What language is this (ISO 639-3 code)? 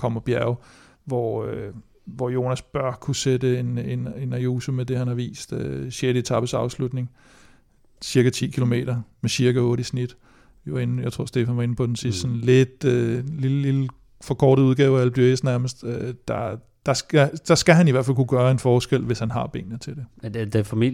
dan